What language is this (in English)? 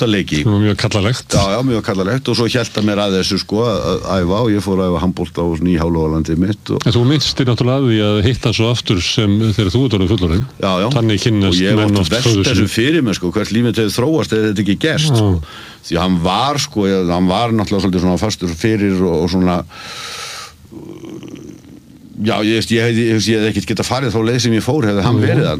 Icelandic